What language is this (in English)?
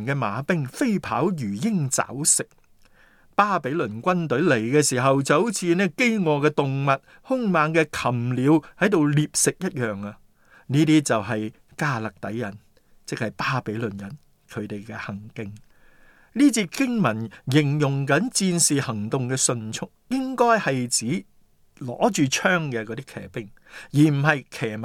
Cantonese